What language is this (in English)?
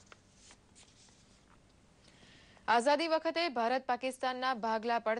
Gujarati